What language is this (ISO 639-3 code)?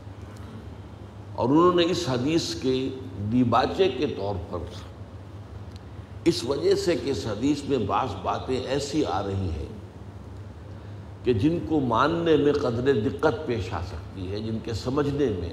urd